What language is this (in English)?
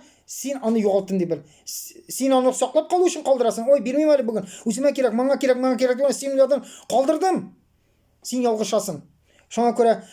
Tatar